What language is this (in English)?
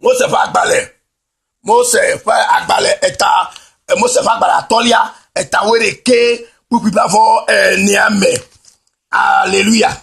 Ewe